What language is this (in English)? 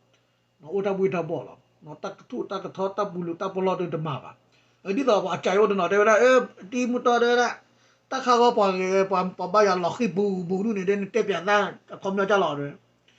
S'gaw Karen